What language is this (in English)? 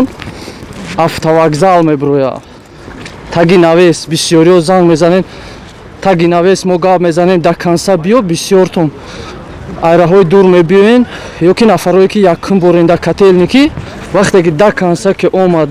Tajik